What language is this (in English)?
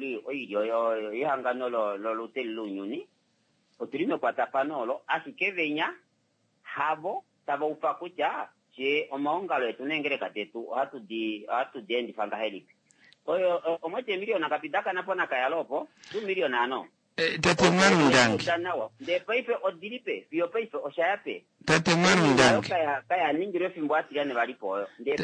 Kuanyama